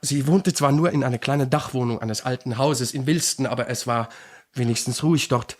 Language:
Swiss German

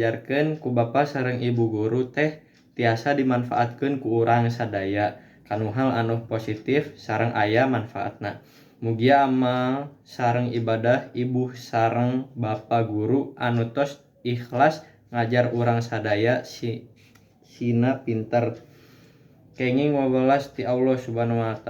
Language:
Sundanese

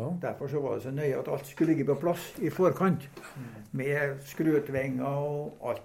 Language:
Norwegian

